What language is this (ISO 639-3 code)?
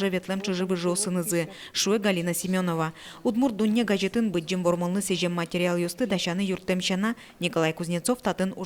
udm